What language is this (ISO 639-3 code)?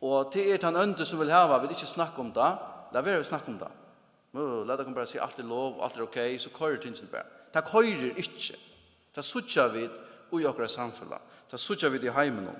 fao